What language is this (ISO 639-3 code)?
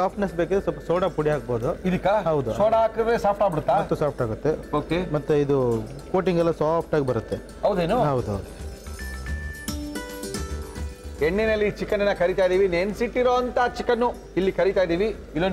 kan